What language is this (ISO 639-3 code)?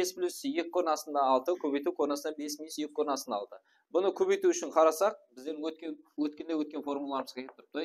kaa